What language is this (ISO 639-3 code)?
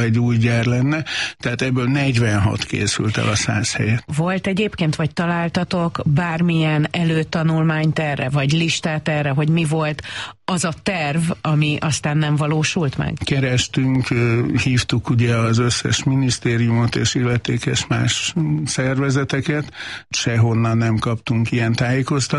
hun